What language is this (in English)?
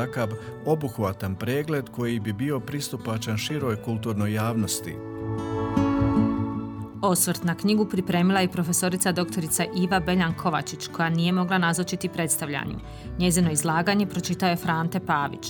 Croatian